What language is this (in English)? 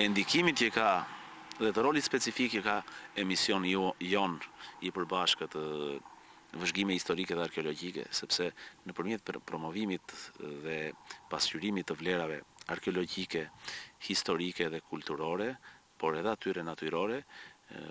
Albanian